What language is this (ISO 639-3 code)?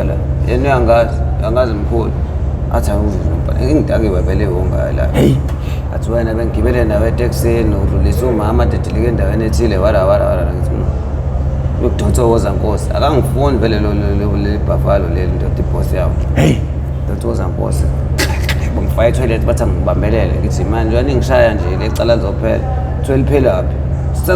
zul